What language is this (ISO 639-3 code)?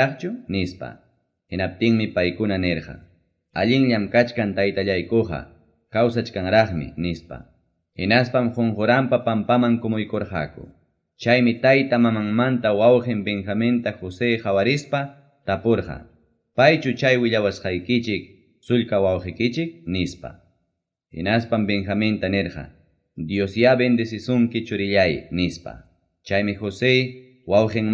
quy